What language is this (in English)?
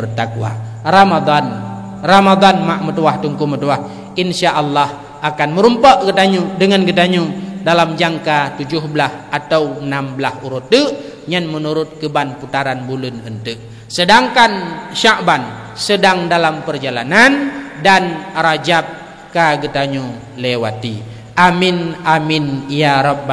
Achinese